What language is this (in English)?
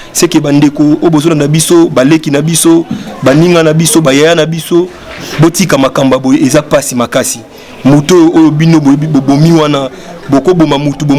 Lingala